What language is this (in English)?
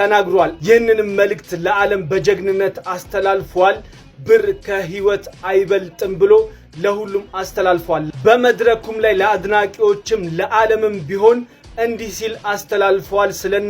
Amharic